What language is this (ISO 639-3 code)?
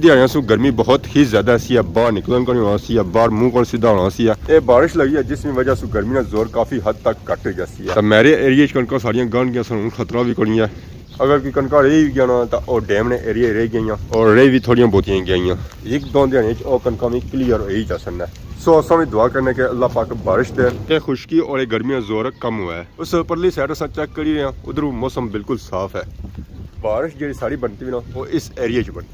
phr